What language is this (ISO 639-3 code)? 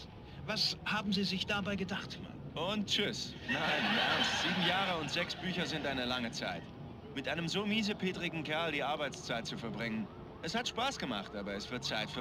bar